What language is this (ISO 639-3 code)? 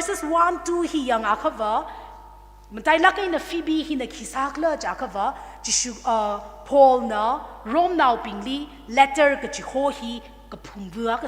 nmf